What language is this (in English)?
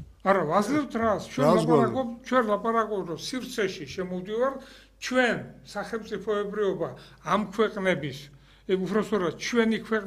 Georgian